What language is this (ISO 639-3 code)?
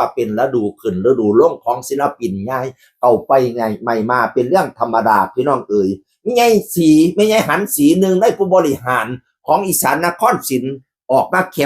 tts